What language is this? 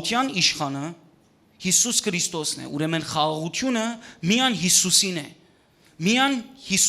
Western Armenian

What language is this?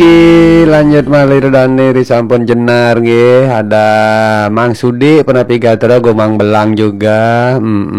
Balinese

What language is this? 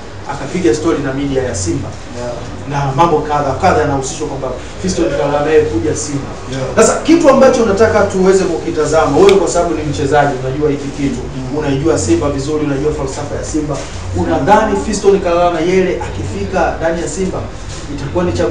Swahili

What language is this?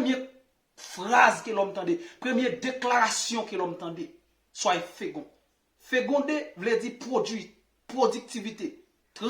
Haitian Creole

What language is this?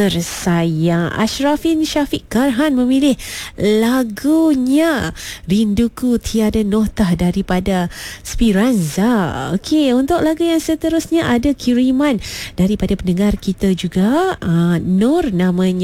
Malay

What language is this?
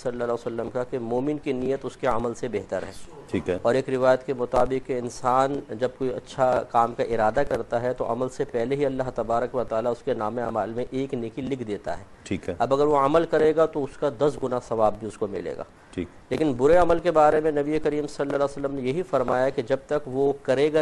Urdu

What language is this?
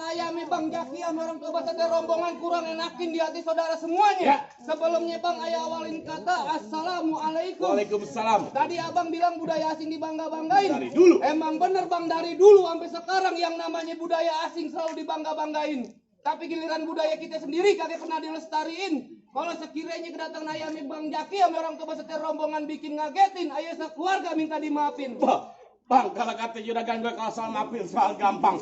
Betawi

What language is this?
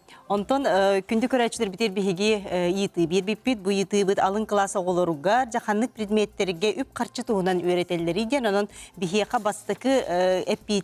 Yakut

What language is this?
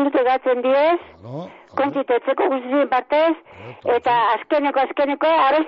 Basque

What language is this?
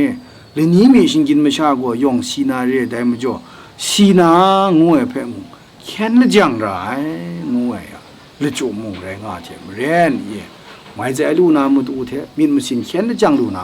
Kachin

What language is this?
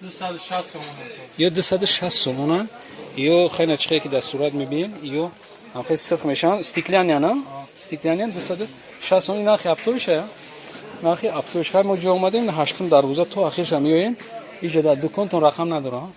Tajik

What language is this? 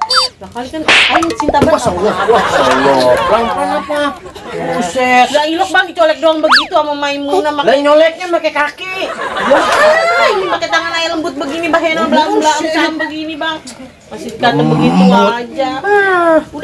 Betawi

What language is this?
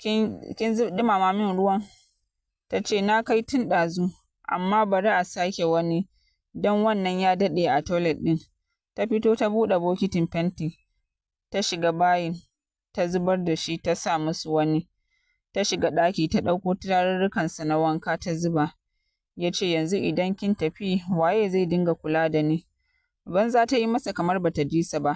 Hausa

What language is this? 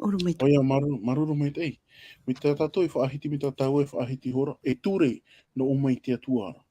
Tahitian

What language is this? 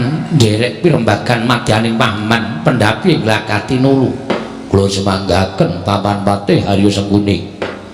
Javanese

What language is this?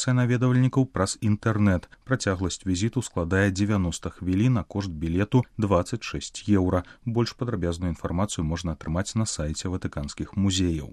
Belarusian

